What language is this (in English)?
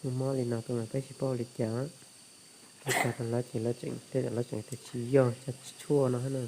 Hmong